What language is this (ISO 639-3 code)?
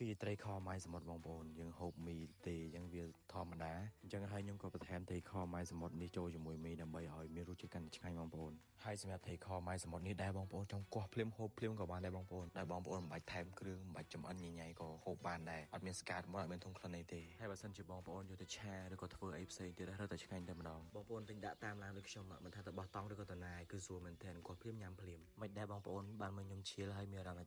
khm